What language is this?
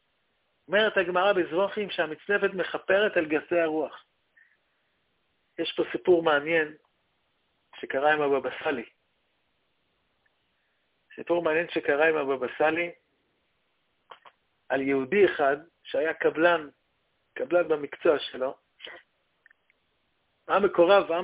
Hebrew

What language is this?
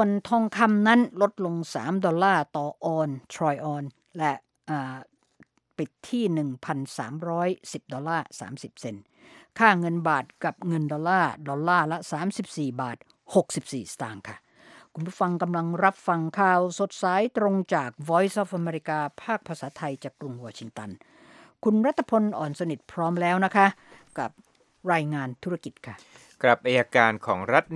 Thai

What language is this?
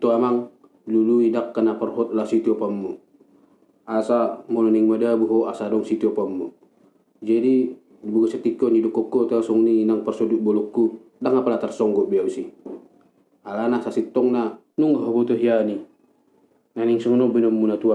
Batak Toba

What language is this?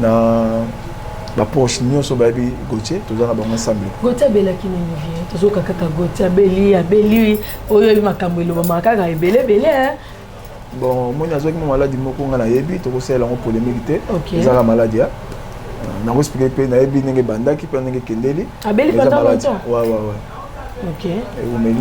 Lingala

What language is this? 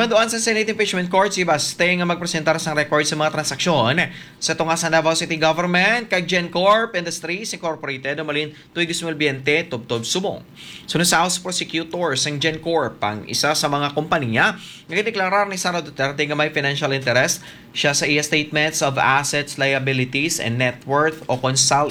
Hiligaynon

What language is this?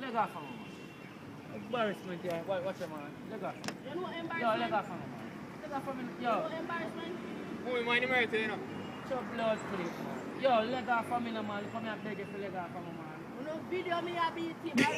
Jamaican Creole English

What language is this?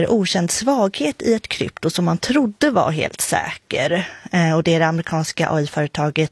Swedish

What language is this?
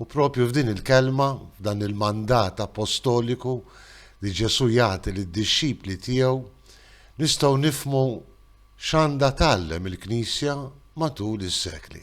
Maltese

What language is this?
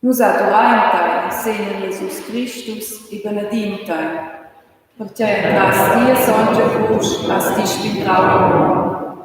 Romansh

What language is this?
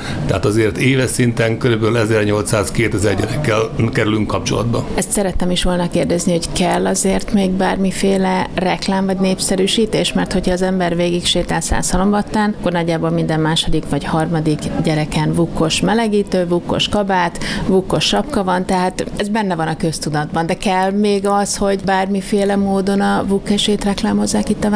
Hungarian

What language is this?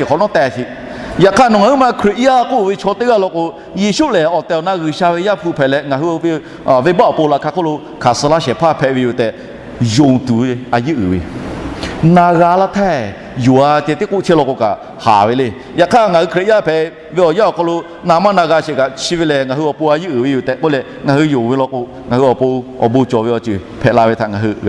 Lahu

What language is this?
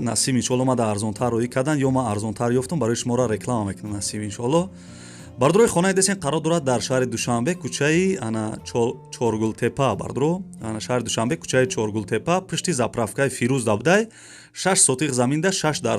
Tajik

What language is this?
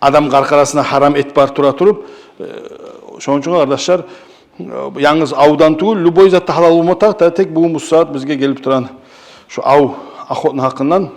Kumyk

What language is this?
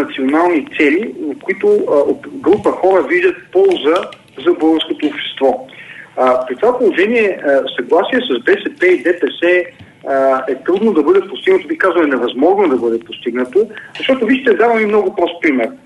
Bulgarian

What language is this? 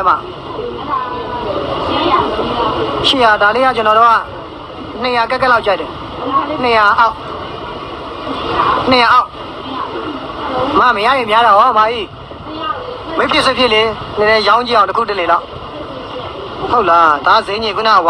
Burmese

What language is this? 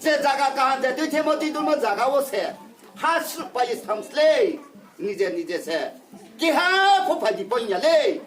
Riang (India)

